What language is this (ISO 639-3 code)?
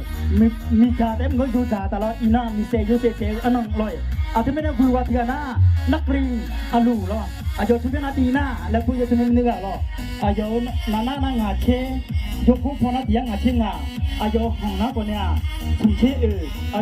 ahk